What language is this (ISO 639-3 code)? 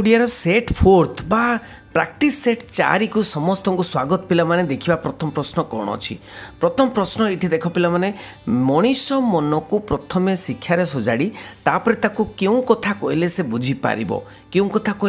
ori